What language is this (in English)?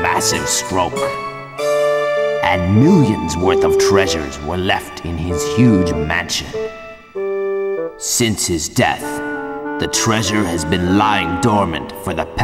English